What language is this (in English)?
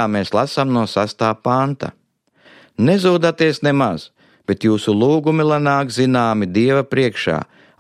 Latvian